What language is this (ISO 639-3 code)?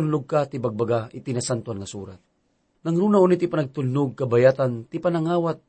ilo